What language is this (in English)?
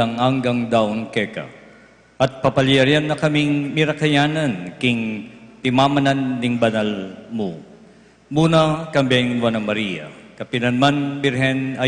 Pampanga